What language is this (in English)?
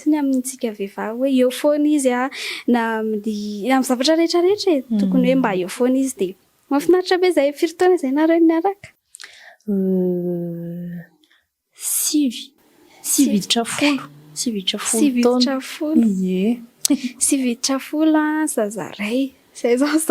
Malagasy